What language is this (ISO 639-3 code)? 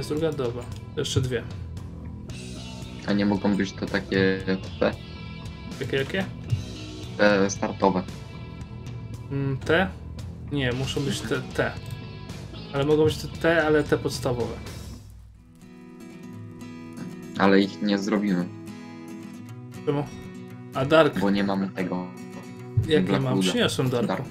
pol